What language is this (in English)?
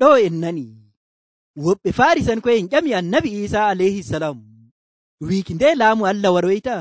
Nigerian Fulfulde